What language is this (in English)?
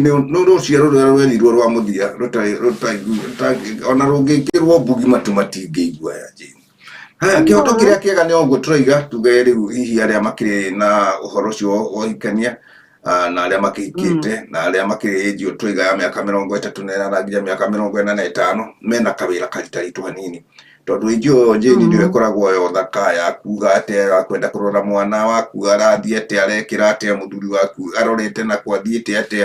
Kikuyu